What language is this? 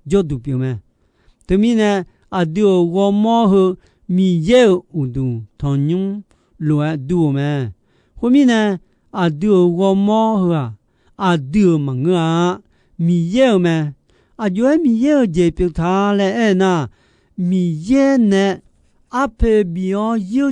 Akha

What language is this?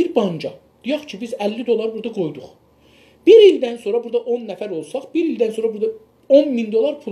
South Azerbaijani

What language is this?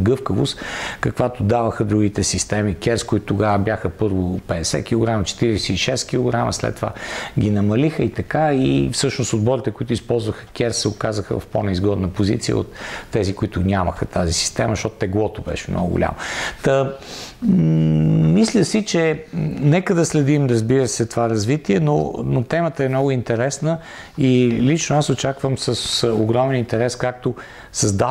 Bulgarian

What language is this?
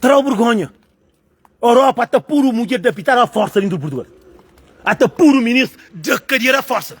Kabuverdianu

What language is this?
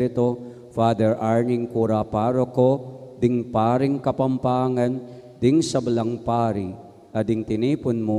Pampanga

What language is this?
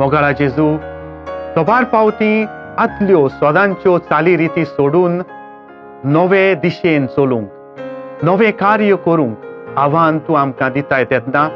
Konkani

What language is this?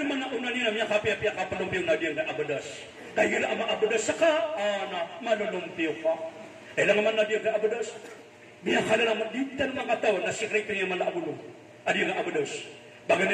Maranao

